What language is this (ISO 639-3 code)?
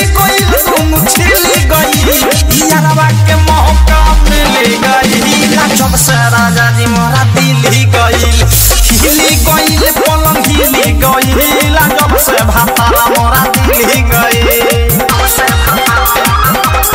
bho